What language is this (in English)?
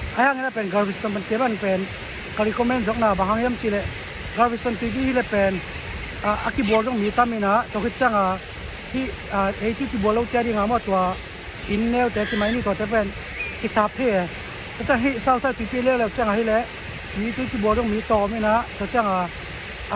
Tedim Chin